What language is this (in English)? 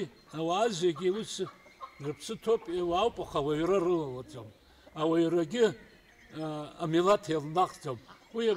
Abkhazian